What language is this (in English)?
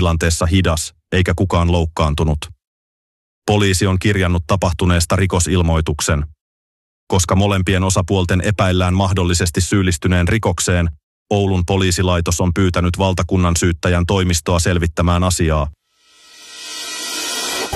Finnish